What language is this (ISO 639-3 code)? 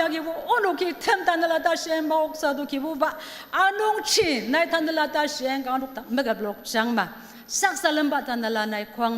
njo